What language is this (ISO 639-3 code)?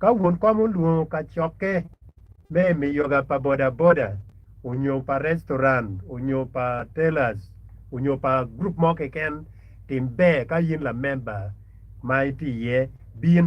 ach